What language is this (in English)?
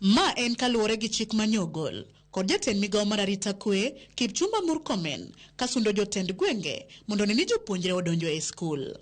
Luo (Kenya and Tanzania)